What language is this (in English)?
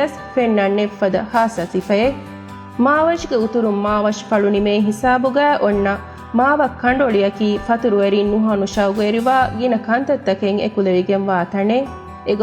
Divehi